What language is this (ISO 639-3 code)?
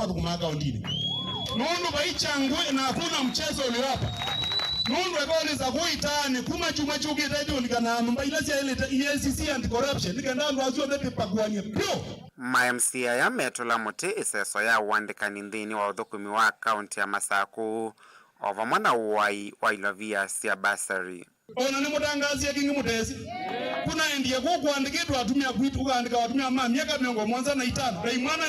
kam